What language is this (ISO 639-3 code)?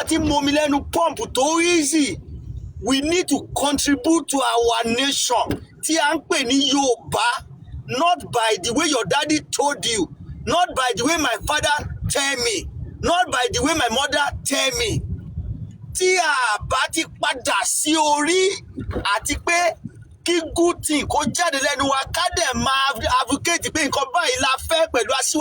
yor